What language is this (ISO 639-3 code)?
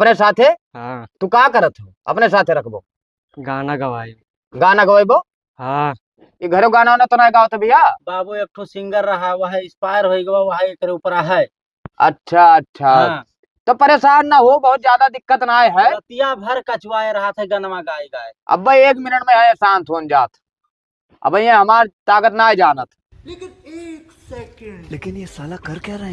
awa